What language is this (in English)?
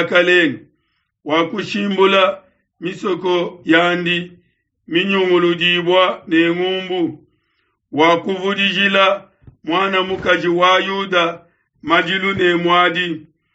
Luba-Lulua